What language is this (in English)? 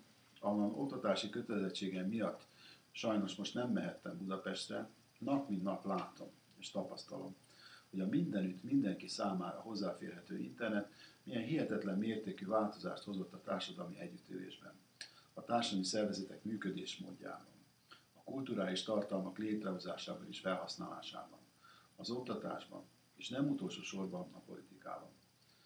Hungarian